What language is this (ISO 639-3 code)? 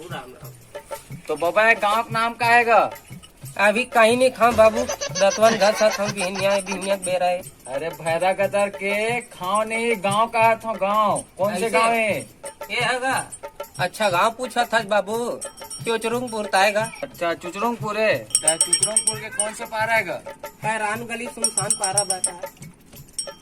hne